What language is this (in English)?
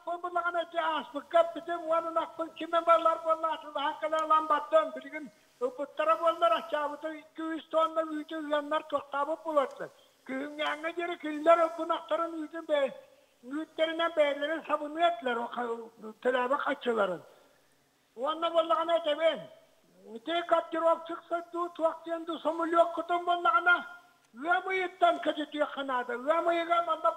Yakut